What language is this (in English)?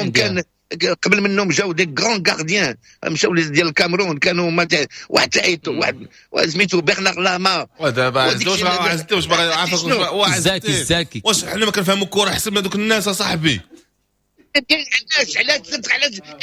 Moroccan Arabic